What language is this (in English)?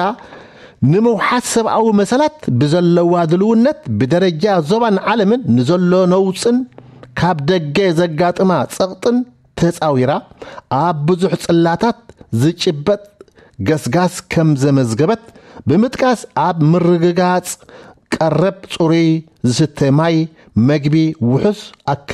Tigrinya